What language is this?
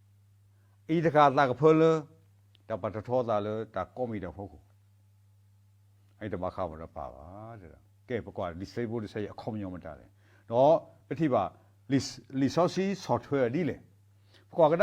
S'gaw Karen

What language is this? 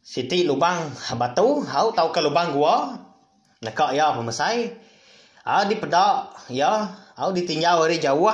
Iban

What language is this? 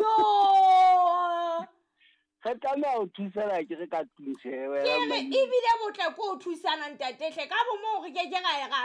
Southern Sotho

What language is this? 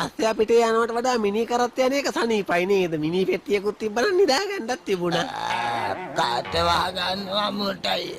Sinhala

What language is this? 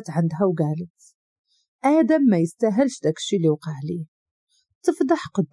Moroccan Arabic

